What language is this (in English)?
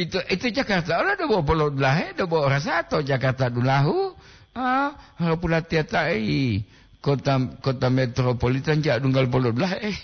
Gorontalo